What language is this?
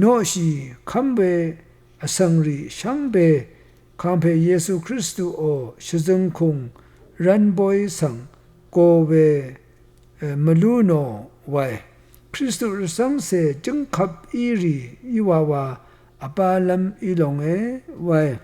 Rawang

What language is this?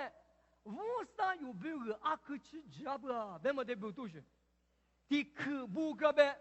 Lisu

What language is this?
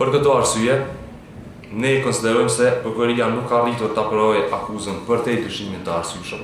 Albanian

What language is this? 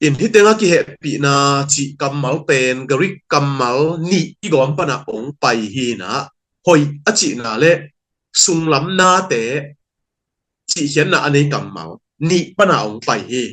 Tedim Chin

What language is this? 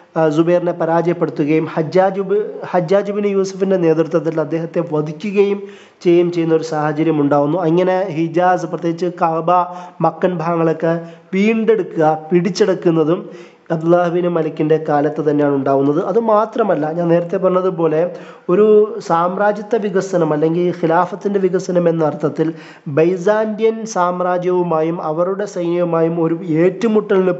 Malayalam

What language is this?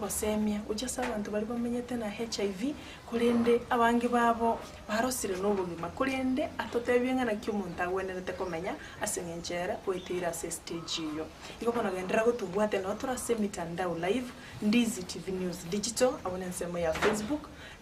Gusii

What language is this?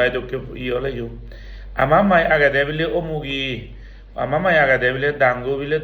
Chakma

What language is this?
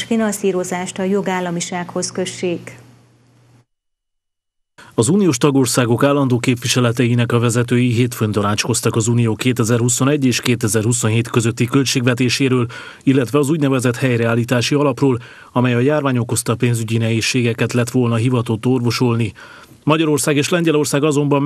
Hungarian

